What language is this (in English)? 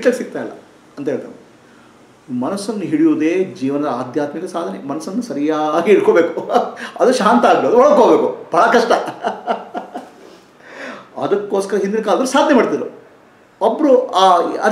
Kannada